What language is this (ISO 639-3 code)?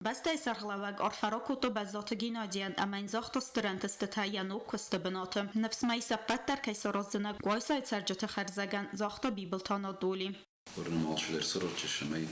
oss